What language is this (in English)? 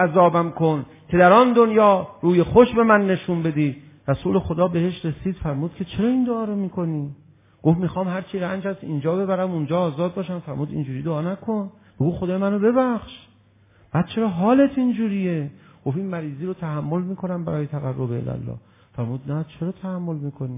Persian